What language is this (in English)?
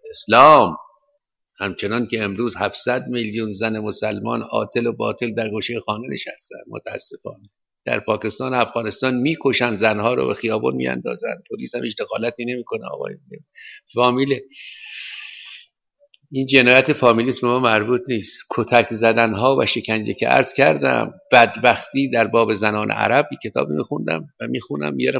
Persian